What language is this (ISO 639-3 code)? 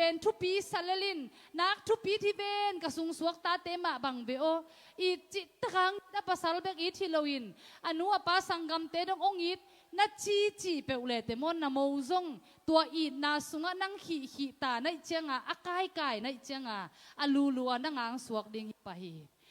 ctd